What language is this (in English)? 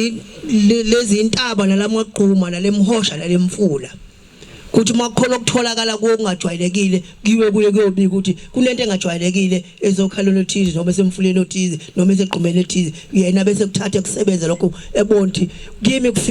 Zulu